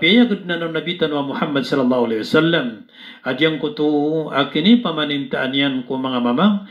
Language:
Maranao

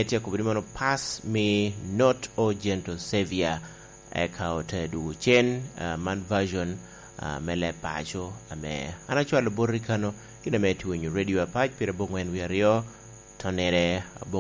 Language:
Lango (Uganda)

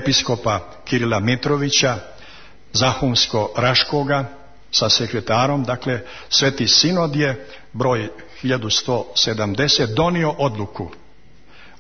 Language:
Serbian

